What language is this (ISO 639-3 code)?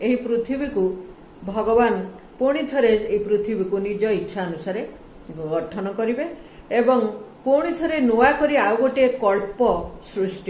ori